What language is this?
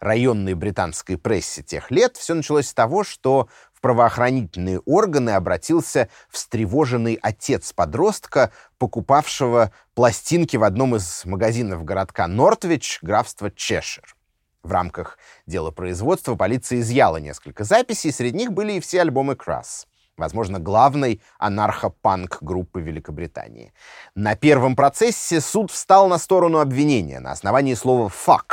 Russian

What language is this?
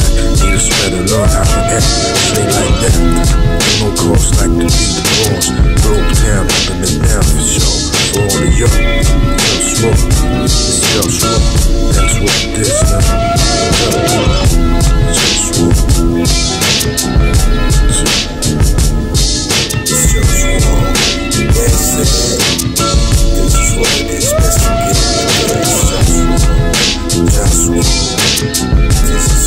English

